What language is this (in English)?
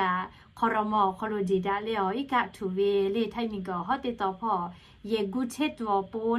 Lahu